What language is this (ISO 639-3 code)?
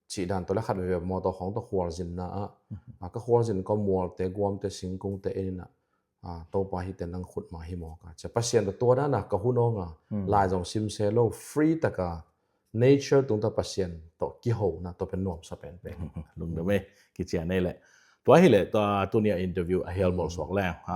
ctd